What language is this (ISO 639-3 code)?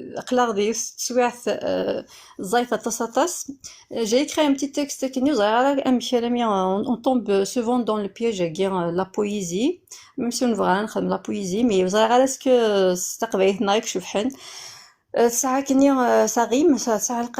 kab